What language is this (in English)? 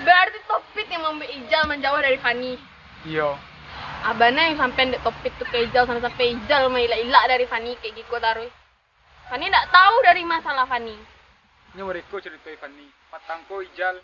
Minangkabau